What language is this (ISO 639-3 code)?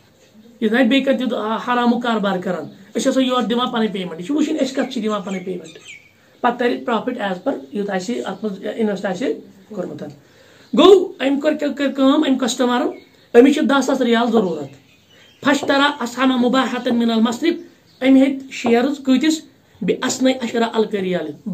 kas